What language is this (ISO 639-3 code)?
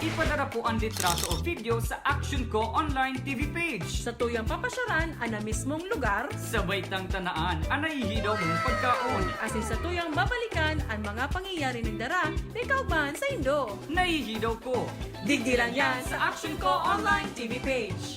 bik